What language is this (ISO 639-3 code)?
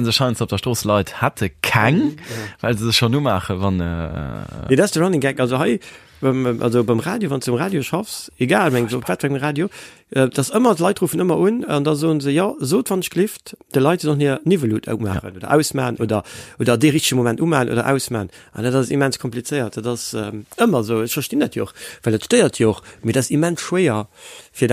ltz